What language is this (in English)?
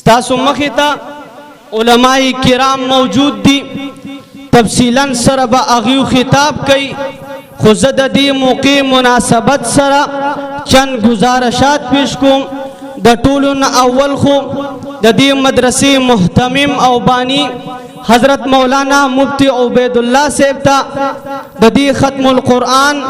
Pashto